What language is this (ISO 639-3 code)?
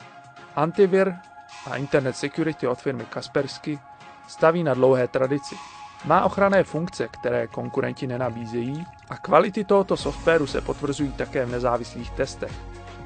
ces